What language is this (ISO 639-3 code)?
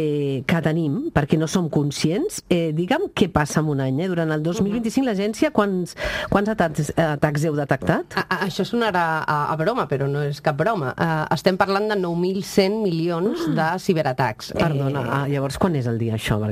cat